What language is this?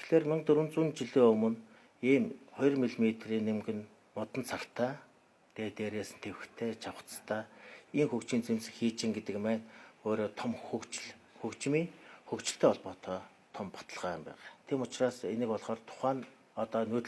Mongolian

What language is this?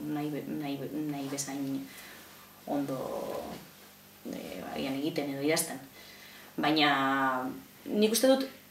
Basque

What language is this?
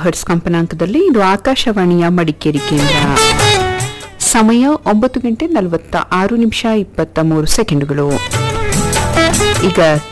Kannada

